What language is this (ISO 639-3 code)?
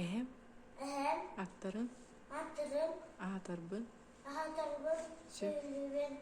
sah